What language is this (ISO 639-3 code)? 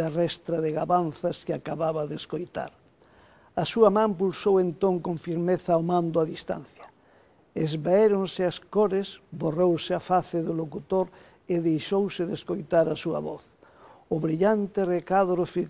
glg